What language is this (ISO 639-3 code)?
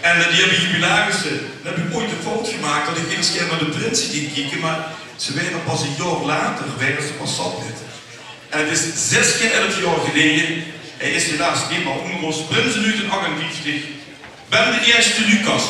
lim